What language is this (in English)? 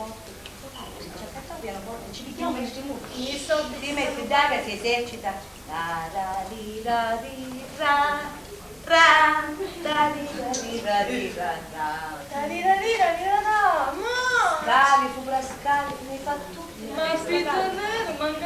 Sicilian